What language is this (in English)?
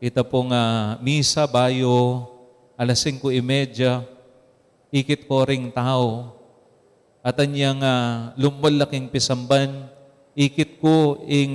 Pampanga